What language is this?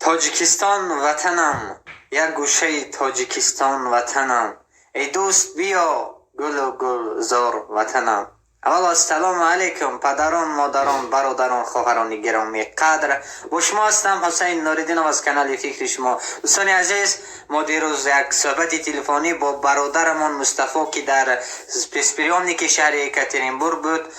Tajik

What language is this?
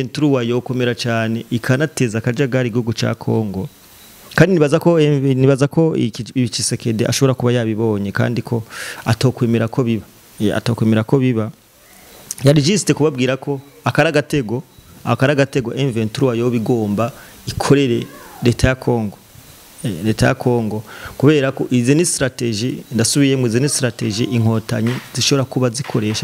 Rundi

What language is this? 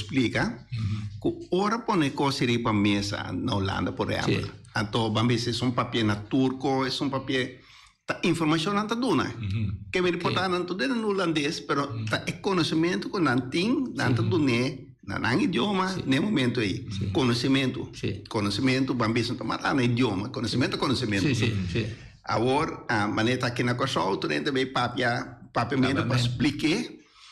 Papiamento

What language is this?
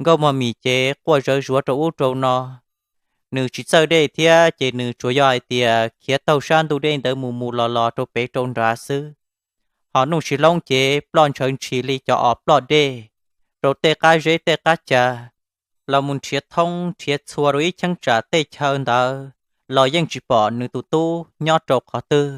Hmong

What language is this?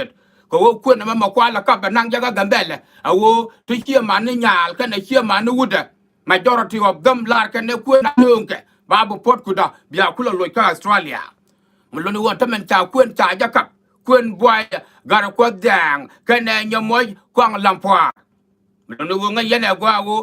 Nuer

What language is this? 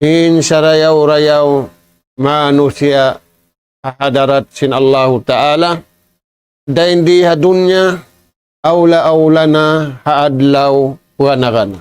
Tausug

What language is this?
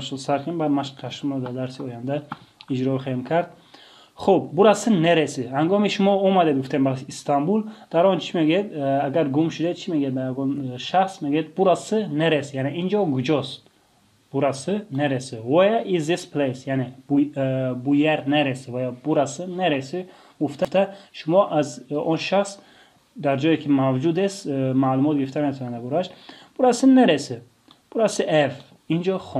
Tajik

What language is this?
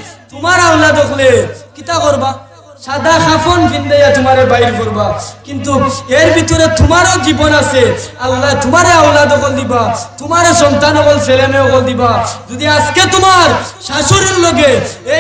Sylheti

